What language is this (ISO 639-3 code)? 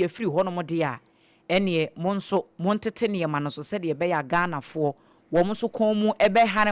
aka